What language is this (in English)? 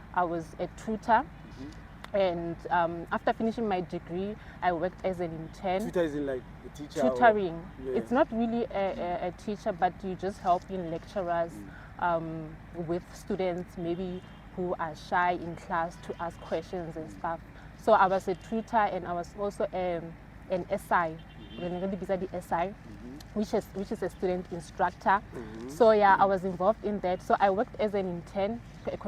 Tswana